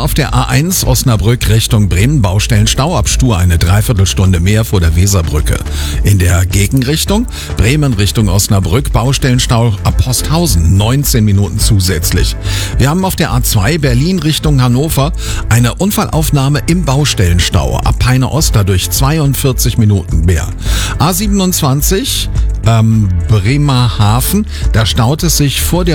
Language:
German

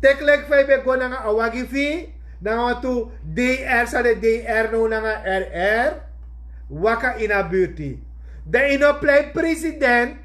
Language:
Sranan Tongo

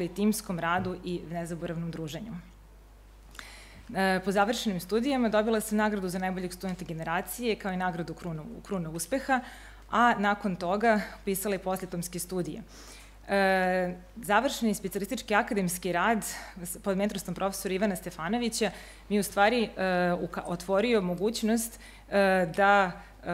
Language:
Serbian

